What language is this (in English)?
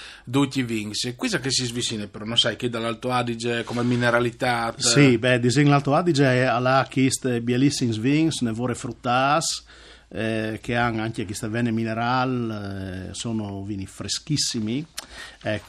Friulian